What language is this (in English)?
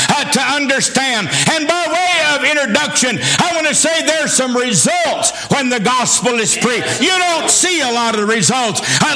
English